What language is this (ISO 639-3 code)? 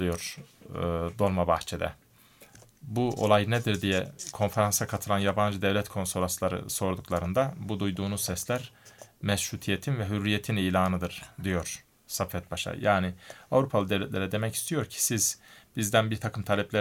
tur